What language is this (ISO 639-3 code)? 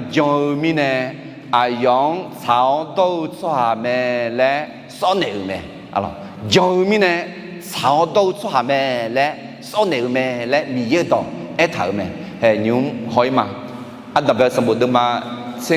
ahk